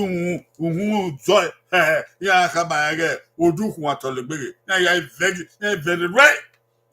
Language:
Bini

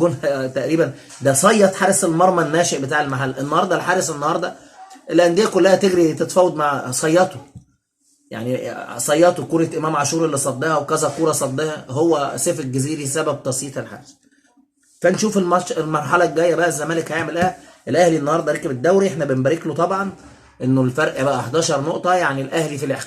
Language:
Egyptian Arabic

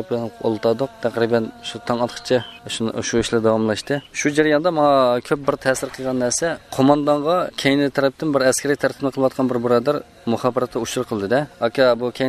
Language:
Uyghur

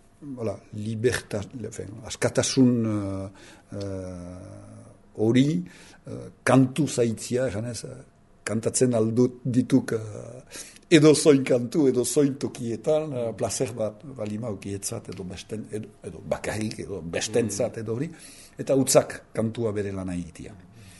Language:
Basque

